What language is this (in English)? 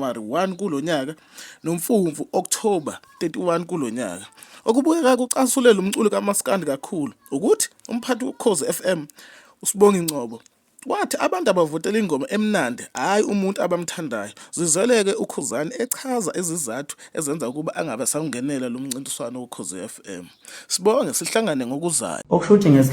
Zulu